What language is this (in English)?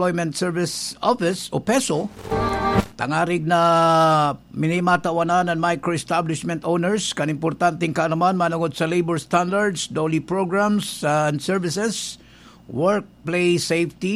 Bikol